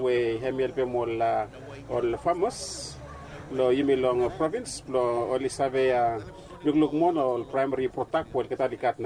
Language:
Bislama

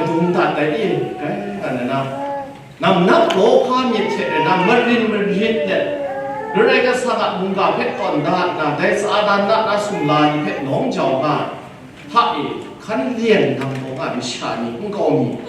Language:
Kachin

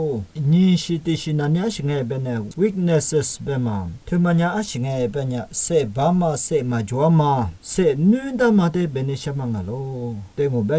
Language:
Lisu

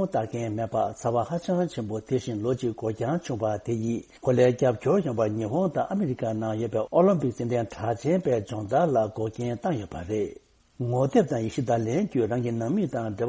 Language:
Tibetan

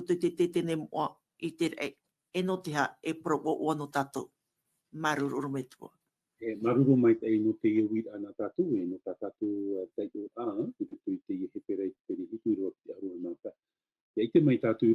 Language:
Tahitian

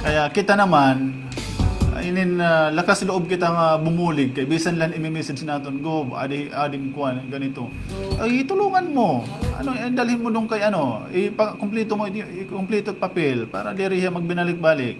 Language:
Waray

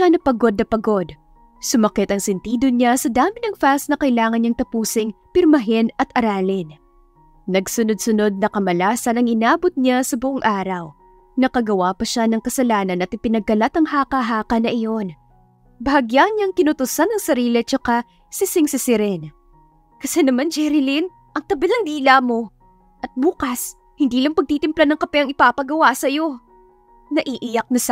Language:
Filipino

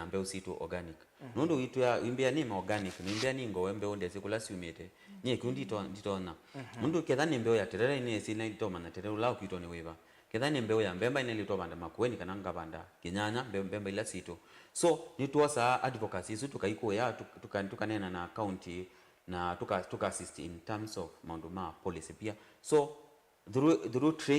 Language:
Kamba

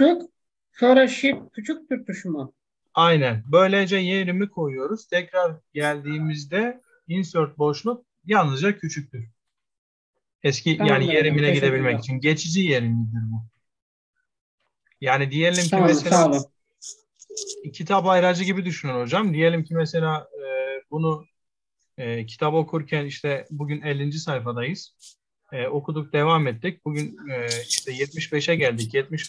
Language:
Turkish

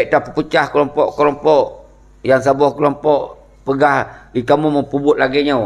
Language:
Achinese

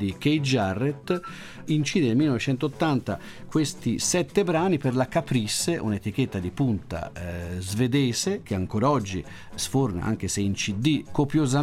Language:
Italian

